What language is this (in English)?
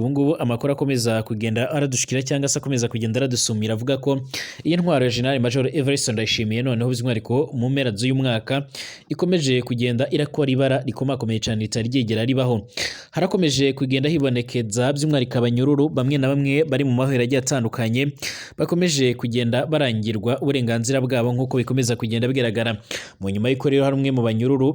Rundi